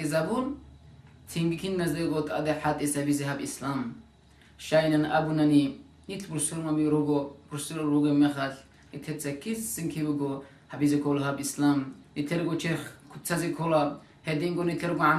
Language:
Avaric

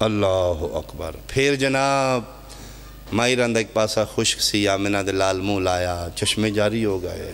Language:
Pahari-Potwari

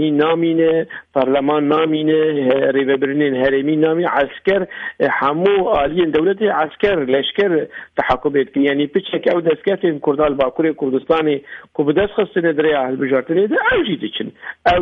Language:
Kurdish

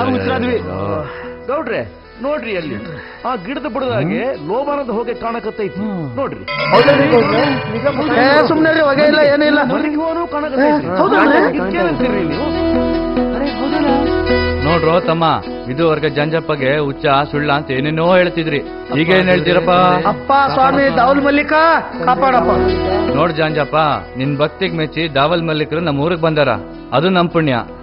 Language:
Kannada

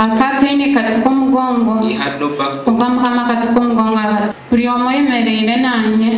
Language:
Nyankole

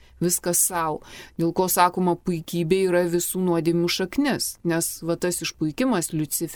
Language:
Lithuanian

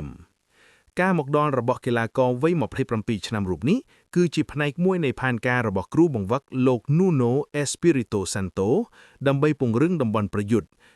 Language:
Khmer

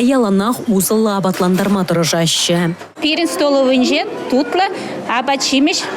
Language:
Chuvash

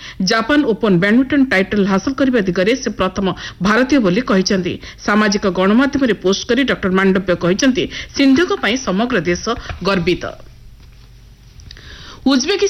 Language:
Odia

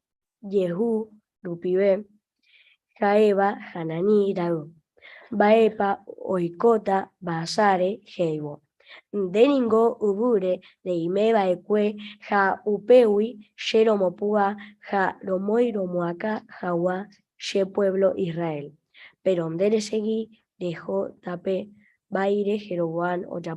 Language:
Guarani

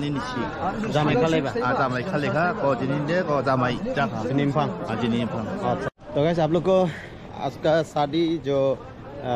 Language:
Dimasa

